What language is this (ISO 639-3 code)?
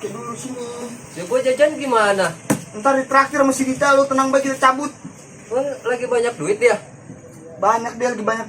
bew